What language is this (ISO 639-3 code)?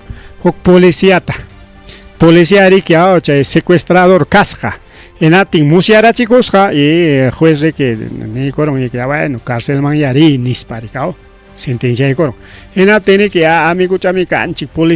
quy